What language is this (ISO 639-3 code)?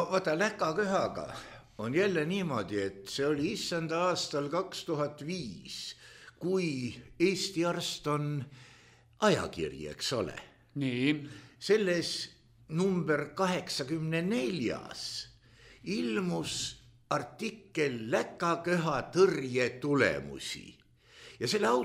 est